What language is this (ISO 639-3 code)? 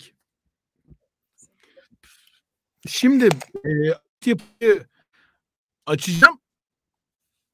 tur